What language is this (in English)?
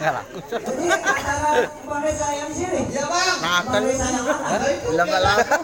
Betawi